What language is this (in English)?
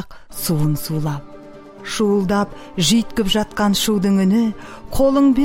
Kazakh